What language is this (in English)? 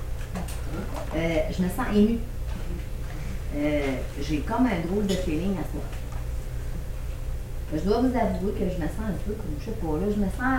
French